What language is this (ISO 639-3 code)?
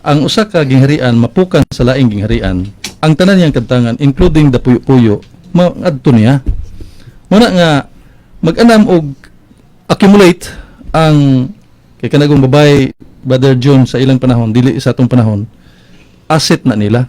ceb